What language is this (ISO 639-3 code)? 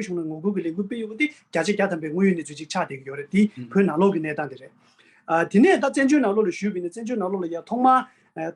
bod